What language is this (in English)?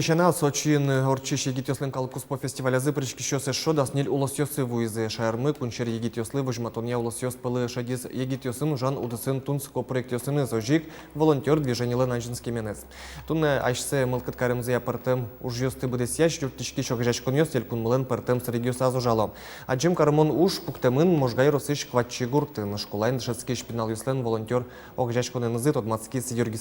Udmurt